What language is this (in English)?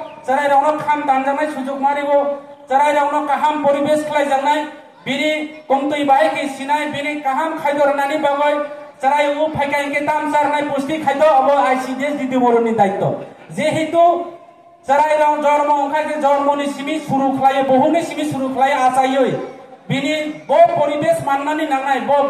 Riang (India)